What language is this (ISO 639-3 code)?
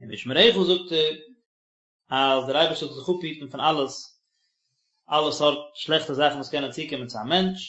yid